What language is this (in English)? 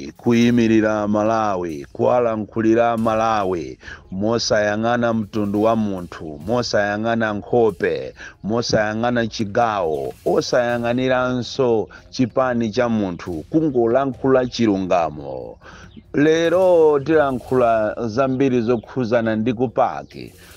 Nyanja